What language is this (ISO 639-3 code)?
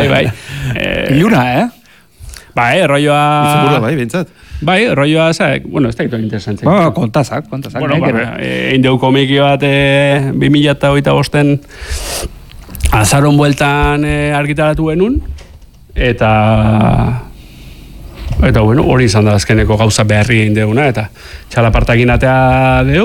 eus